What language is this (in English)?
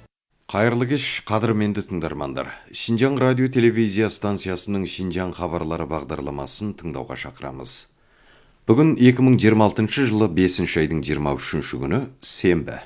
Kazakh